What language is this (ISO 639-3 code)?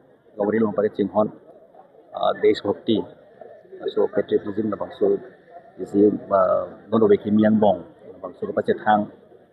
mjw